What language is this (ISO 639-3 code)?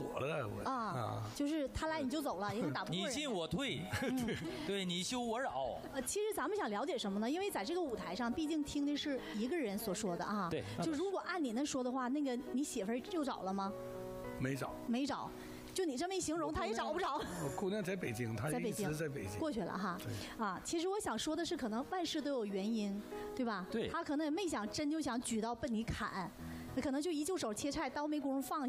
zho